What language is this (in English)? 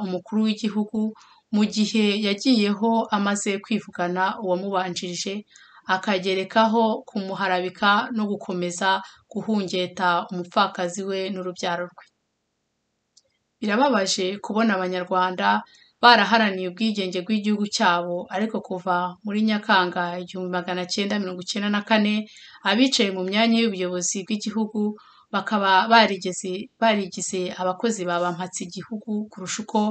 Kinyarwanda